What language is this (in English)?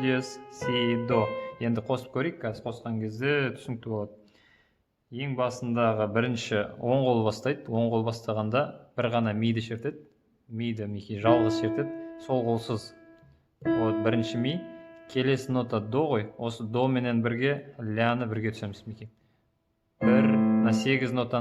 Kazakh